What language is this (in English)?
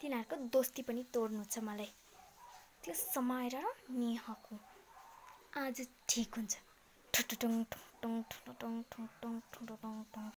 Nepali